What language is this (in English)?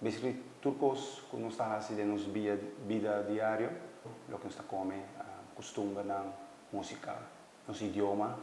Papiamento